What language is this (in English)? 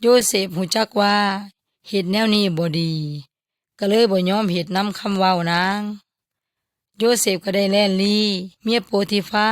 Yoy